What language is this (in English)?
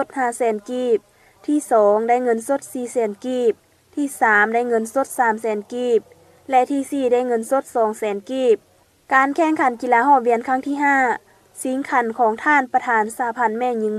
Lao